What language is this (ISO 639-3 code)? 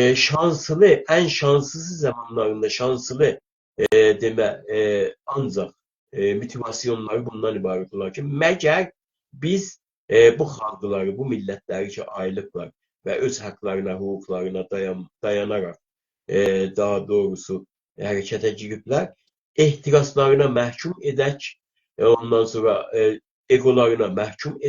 azb